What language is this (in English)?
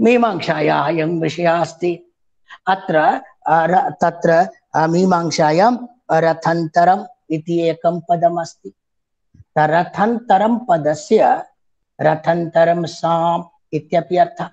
Sanskrit